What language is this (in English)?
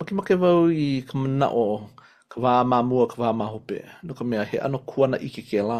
Hawaiian